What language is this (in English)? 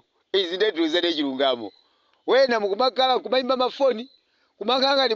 Nyanja